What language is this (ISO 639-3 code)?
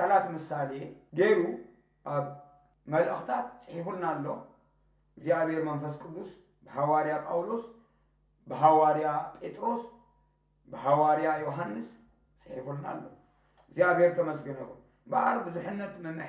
tir